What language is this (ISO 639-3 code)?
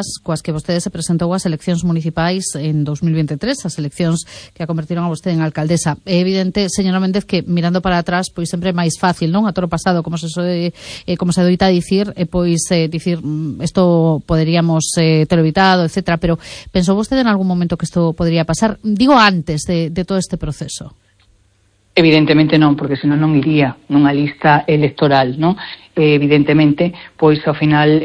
glg